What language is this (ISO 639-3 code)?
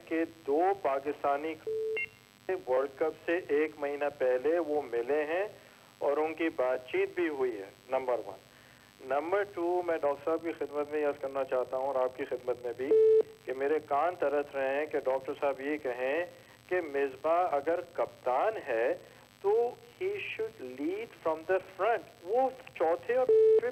urd